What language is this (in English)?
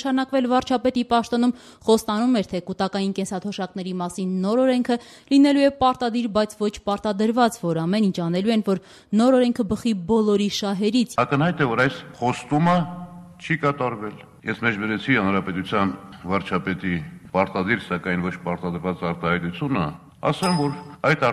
Armenian